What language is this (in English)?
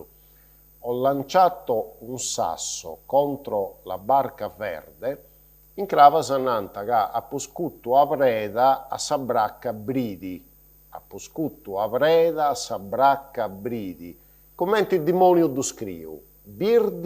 Sardinian